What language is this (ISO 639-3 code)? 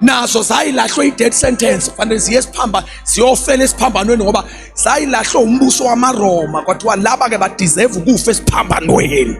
zul